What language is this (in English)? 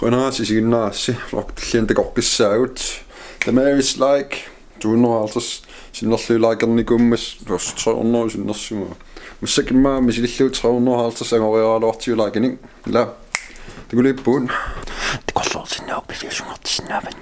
Kalaallisut